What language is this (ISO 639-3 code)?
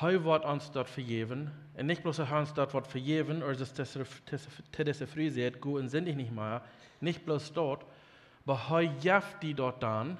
pdt